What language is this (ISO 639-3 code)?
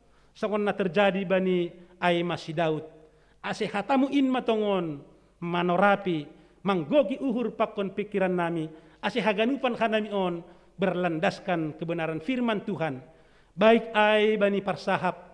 bts